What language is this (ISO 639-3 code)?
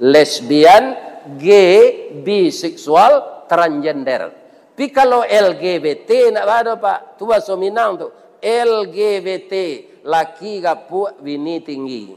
min